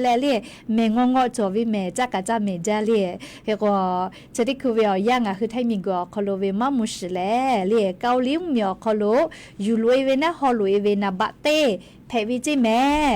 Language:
Lahu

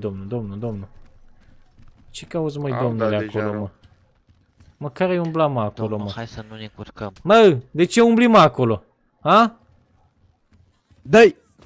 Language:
Romanian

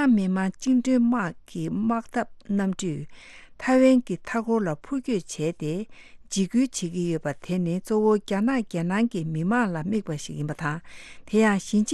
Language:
Tibetan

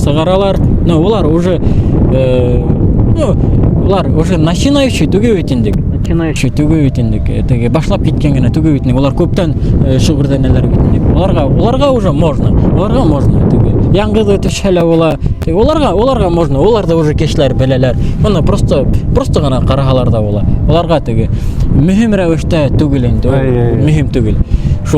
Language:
Bashkir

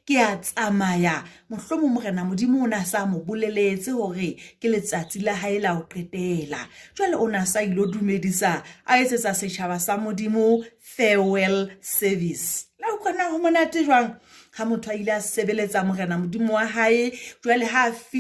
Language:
Southern Sotho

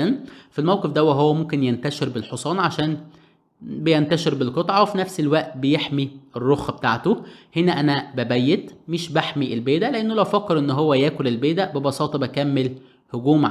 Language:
Egyptian Arabic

